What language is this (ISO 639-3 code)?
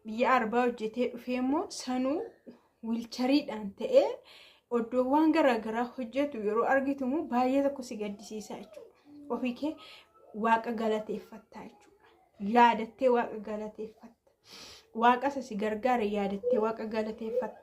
orm